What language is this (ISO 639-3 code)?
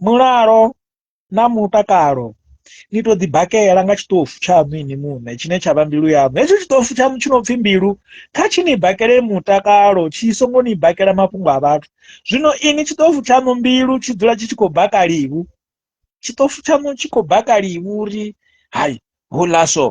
ven